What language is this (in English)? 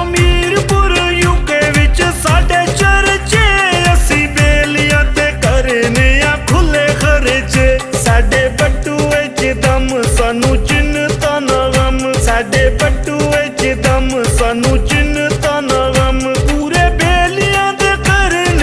Pahari-Potwari